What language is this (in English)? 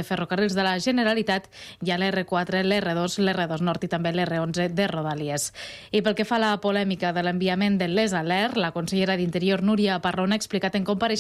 Catalan